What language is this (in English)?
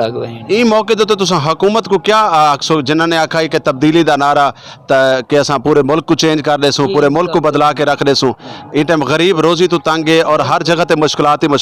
Saraiki